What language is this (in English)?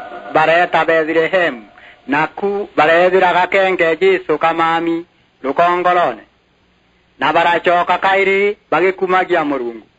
Meru